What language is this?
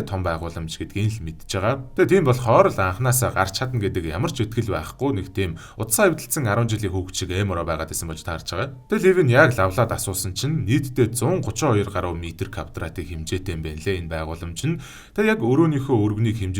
Mongolian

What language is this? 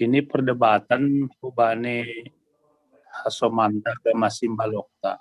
Batak Simalungun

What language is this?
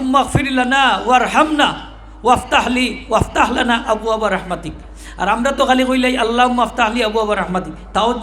Sylheti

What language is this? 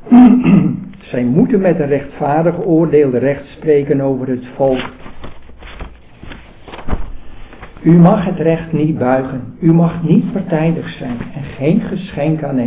Dutch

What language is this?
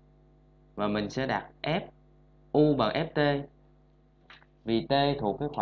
Vietnamese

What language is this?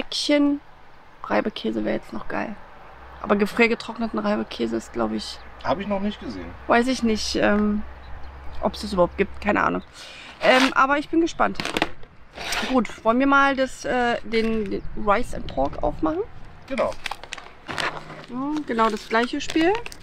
German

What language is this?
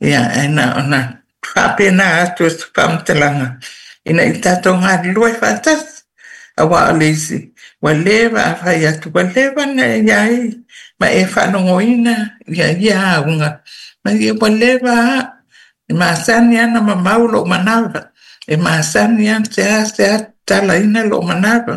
Samoan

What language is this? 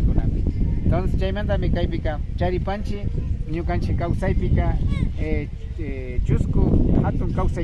Imbabura Highland Quichua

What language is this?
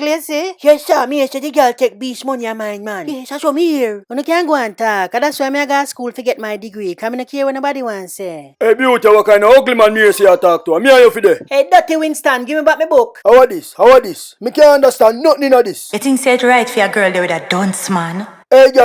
Jamaican Creole English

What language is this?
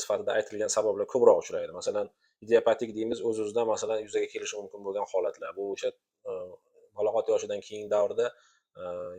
Uzbek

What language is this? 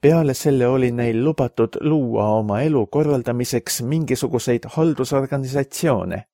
Estonian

